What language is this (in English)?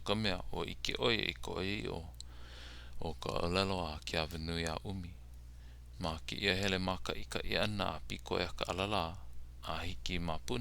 Hawaiian